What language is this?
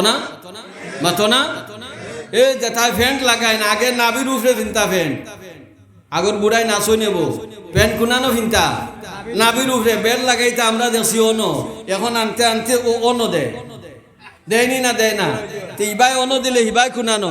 Sylheti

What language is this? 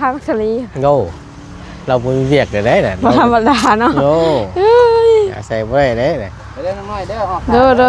Northeastern Thai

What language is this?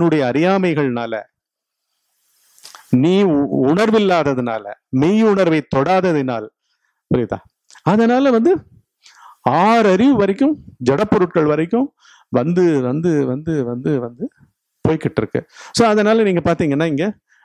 Tamil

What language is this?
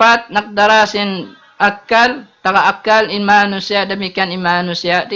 Tausug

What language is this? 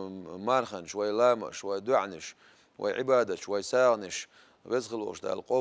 Chechen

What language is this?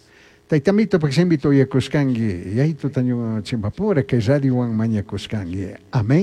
Chimborazo Highland Quichua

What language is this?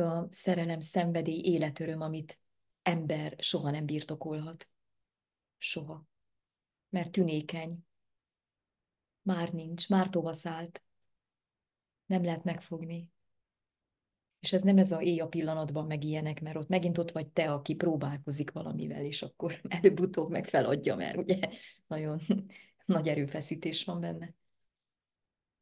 Hungarian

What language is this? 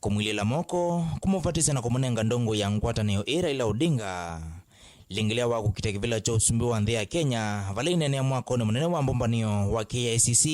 Kamba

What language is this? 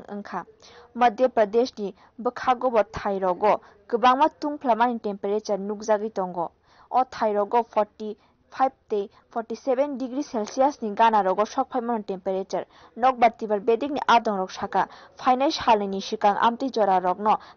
Kok Borok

